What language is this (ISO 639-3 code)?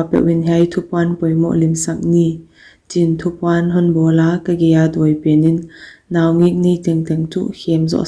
pck